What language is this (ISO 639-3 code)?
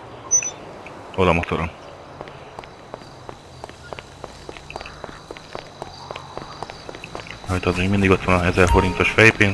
hun